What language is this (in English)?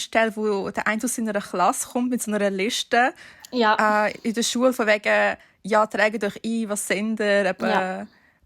Swiss German